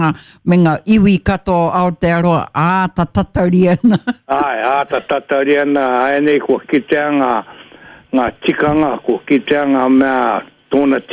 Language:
Māori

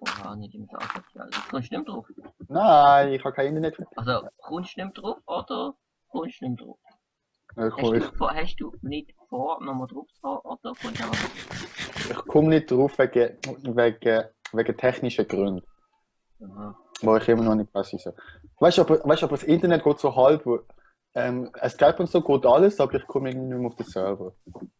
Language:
Swiss German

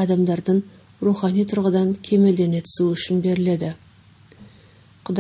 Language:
Kazakh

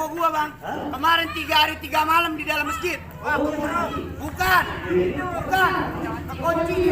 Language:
Betawi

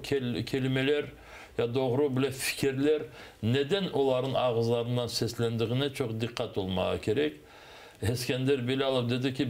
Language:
Crimean Tatar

